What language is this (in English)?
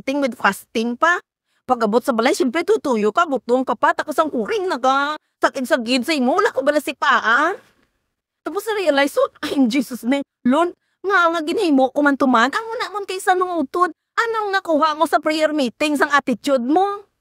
Hiligaynon